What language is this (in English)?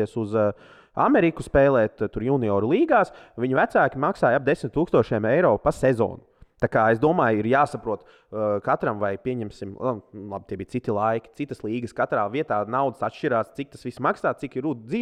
Latvian